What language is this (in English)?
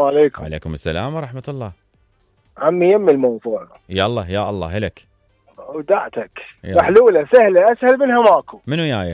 Mesopotamian Arabic